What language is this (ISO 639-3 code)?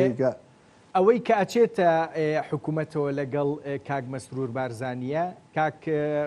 ckb